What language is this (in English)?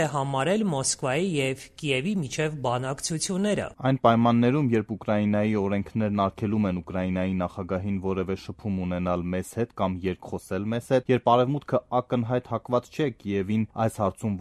Armenian